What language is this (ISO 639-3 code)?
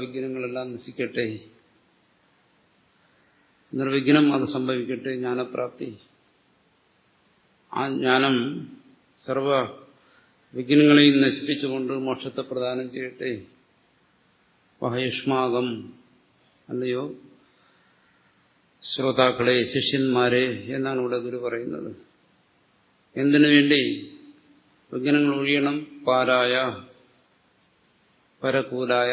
mal